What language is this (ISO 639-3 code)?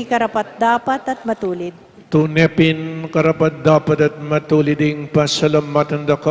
pam